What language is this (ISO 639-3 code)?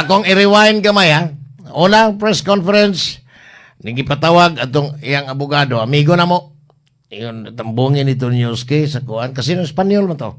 ceb